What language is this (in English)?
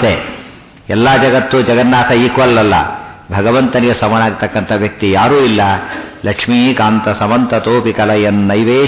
Kannada